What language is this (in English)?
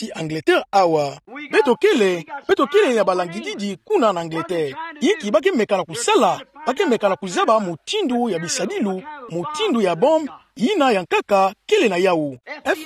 Kituba (Democratic Republic of Congo)